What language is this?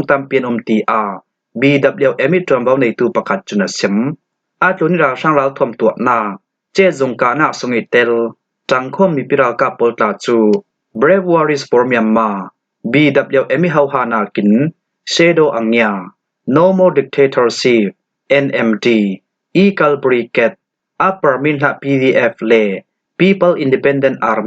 Falam Chin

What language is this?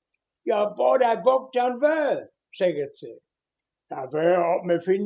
Westphalien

